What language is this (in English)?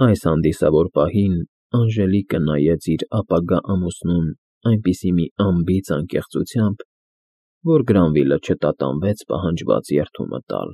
Armenian